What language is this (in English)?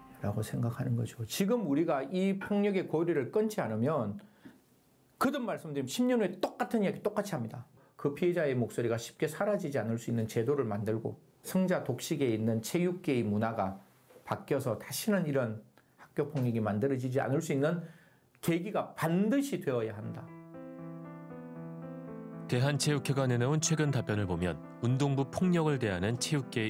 Korean